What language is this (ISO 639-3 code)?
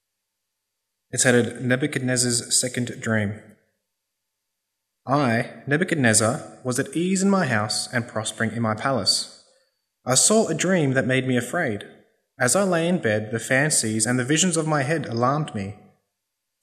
eng